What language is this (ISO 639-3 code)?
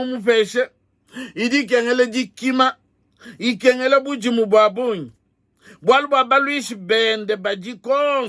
lua